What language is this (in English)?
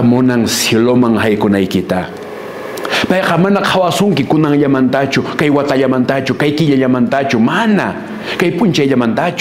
Quechua